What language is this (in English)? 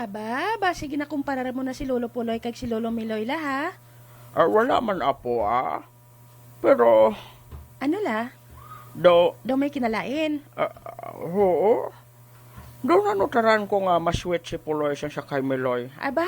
Hiligaynon